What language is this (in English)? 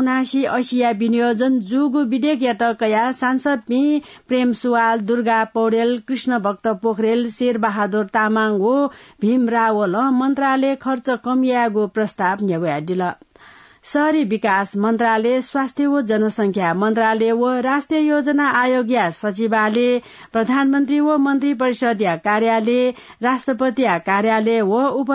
Newari